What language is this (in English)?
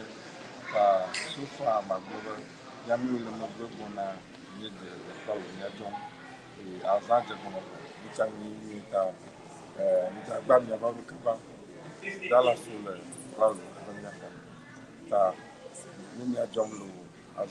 Ewe